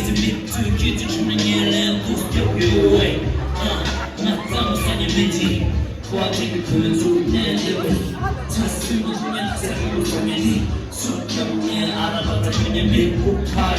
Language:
Tibetan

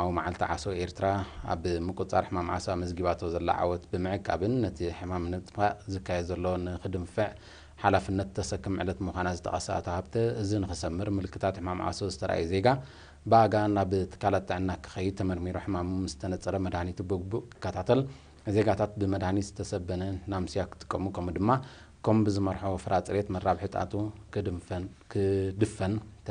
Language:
Tigrinya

